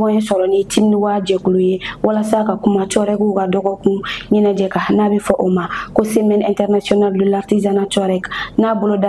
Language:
Bambara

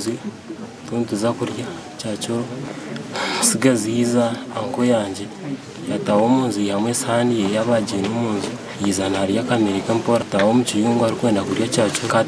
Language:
Nyankole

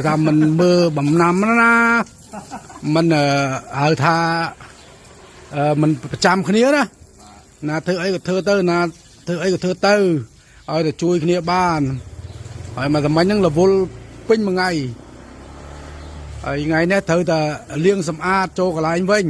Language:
Khmer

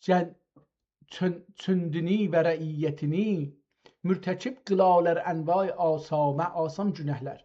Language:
South Azerbaijani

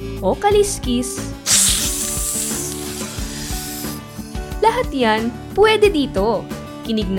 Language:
Filipino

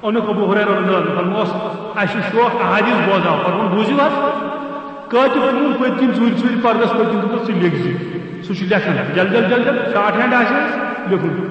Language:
Kashmiri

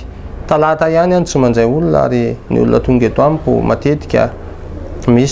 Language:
Malagasy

